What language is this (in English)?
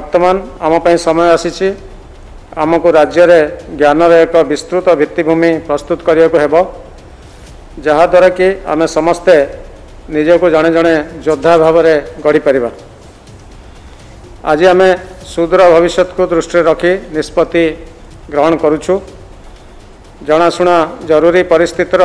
Odia